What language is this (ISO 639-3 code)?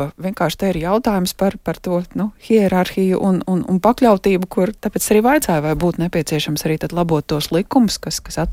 lav